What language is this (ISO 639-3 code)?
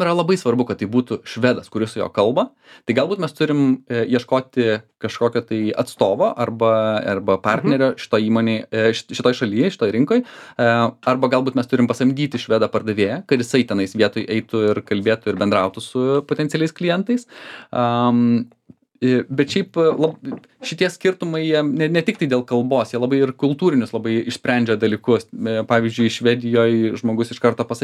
lit